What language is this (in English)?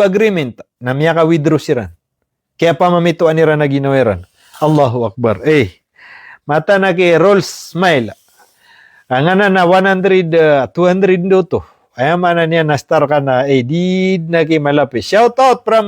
Maranao